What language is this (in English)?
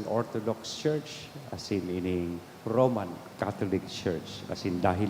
Bikol